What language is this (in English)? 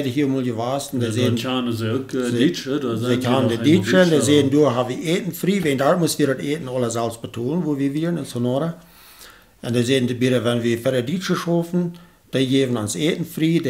Plautdietsch